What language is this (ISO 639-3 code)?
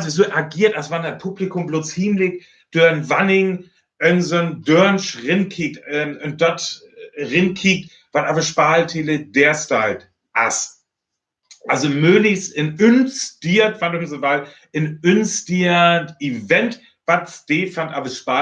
frr